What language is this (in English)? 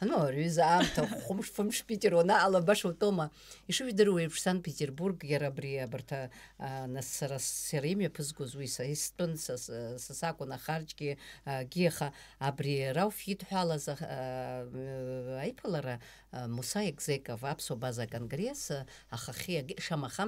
Abkhazian